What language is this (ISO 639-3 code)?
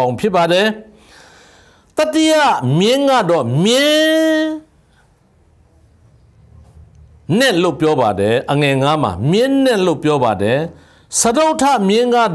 mya